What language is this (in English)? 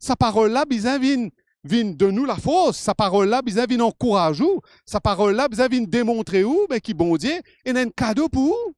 Morisyen